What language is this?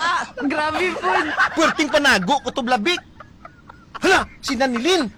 Hiligaynon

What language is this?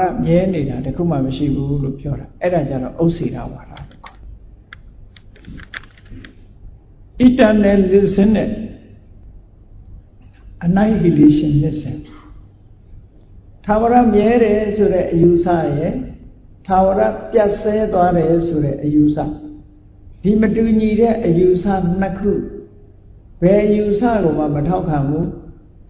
Burmese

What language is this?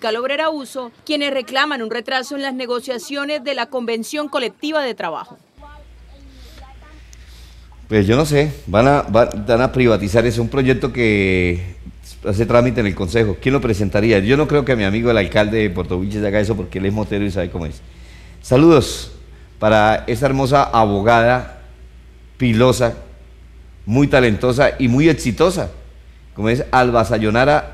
Spanish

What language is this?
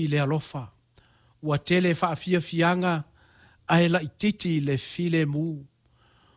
Samoan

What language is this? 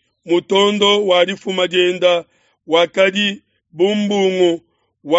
Luba-Lulua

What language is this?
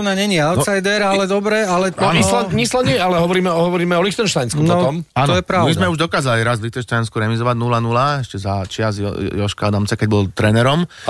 Slovak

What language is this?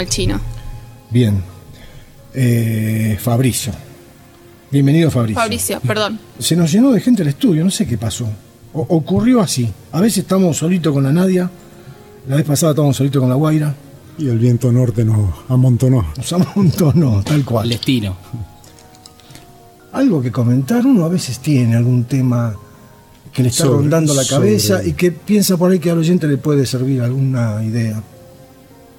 Spanish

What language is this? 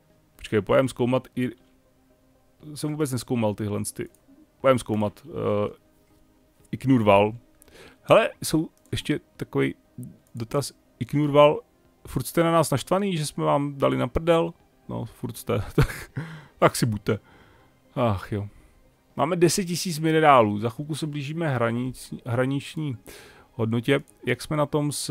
Czech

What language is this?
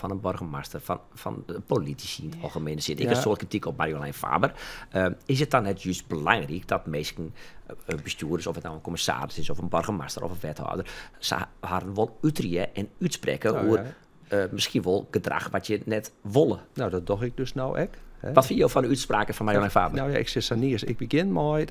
Western Frisian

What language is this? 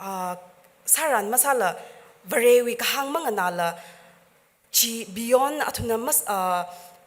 Tangkhul Naga (India)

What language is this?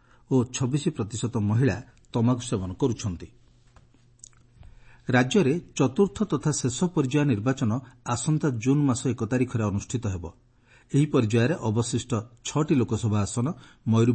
Odia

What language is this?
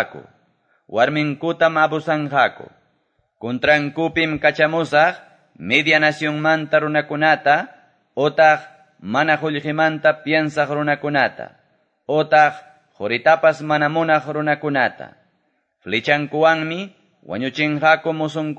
Quechua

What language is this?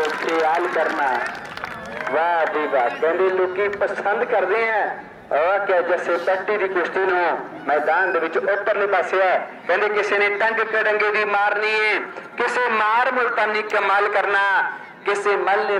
Punjabi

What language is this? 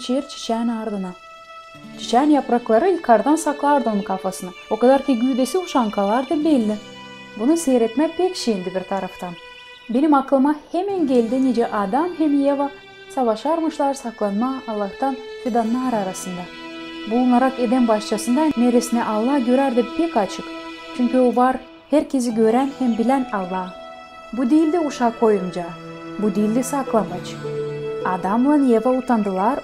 Gagauz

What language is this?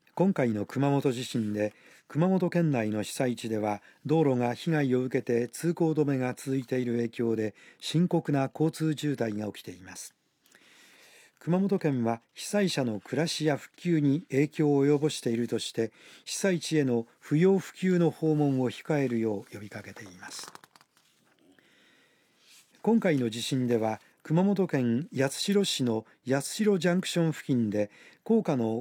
Japanese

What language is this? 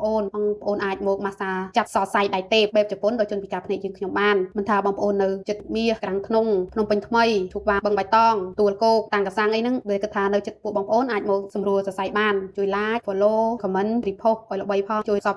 Khmer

